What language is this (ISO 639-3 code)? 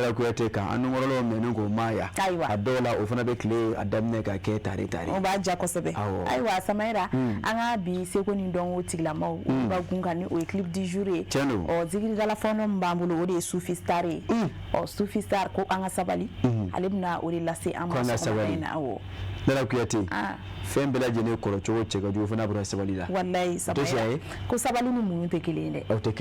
bam